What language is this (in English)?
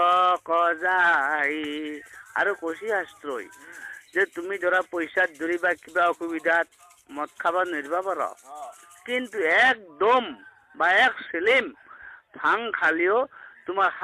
Assamese